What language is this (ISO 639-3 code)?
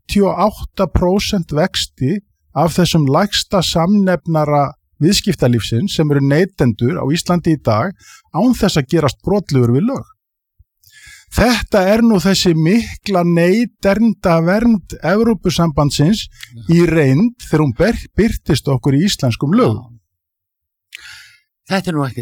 isl